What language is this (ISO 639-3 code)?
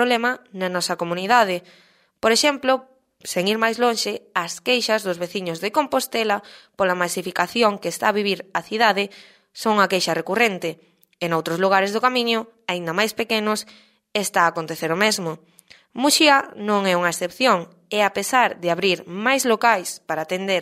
glg